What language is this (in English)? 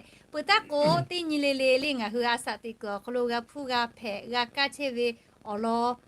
Lahu